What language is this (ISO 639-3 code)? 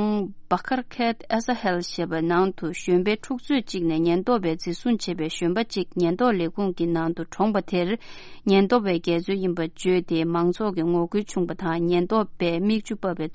bod